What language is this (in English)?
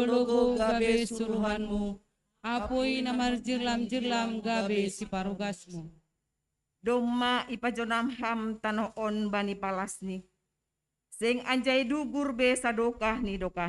Batak Simalungun